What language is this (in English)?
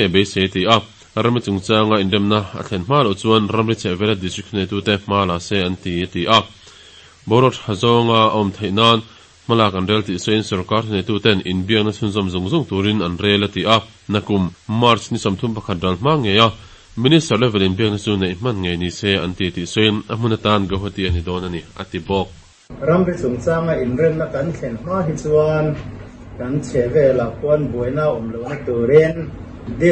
Mizo